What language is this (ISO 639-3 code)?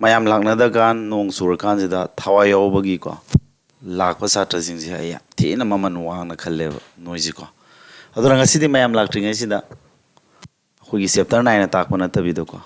mni